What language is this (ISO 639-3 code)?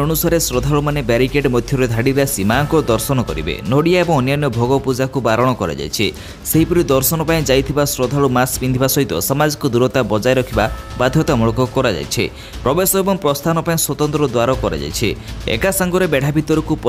ori